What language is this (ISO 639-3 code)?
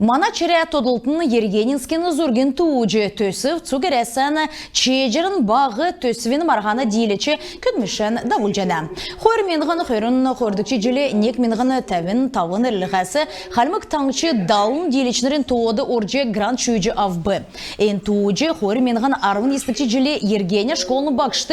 xal